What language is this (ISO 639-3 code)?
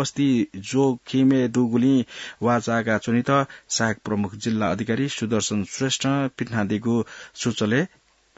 new